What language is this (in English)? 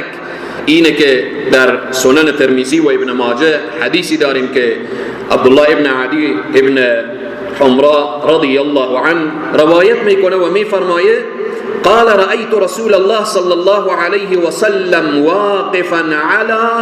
Persian